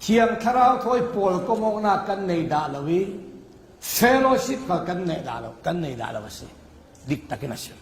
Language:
Falam Chin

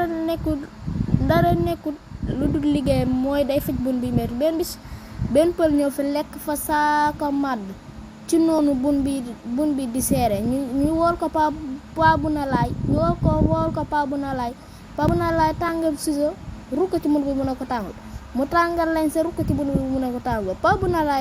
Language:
Wolof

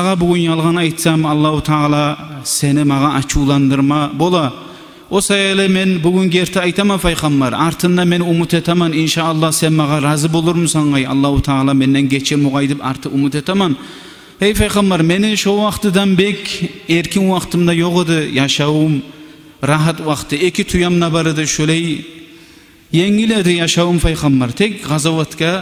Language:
Kumyk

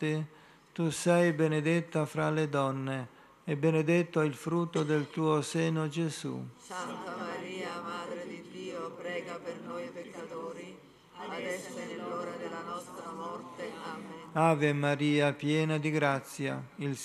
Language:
Italian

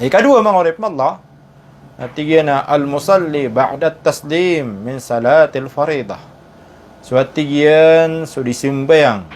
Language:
Maranao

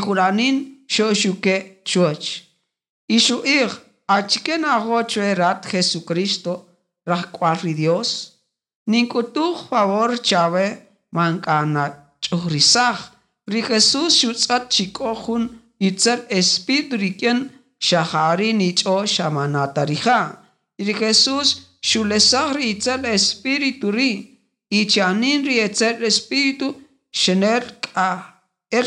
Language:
Kaqchikel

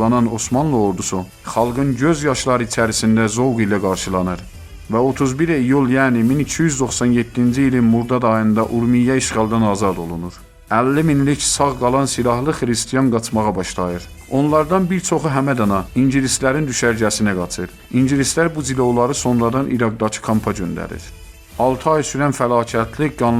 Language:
Azerbaijani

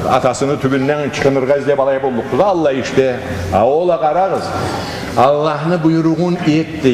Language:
Karachay-Balkar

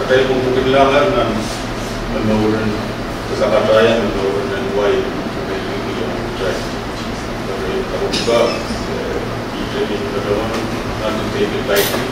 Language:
Pohnpeian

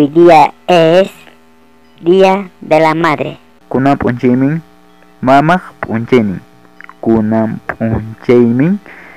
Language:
Ayacucho Quechua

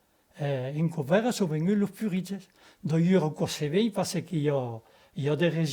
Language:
Occitan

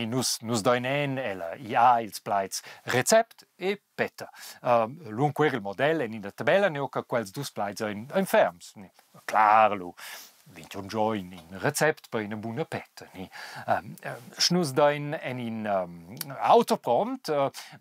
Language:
Romansh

